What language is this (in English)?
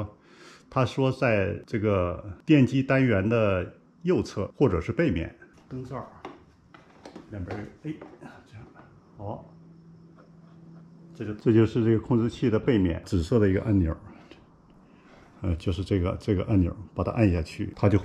Chinese